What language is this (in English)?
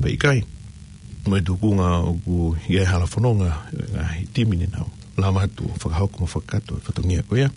Tongan